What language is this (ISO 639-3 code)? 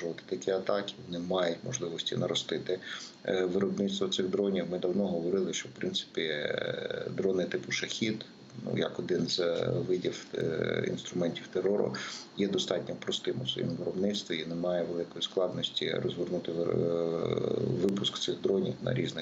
ukr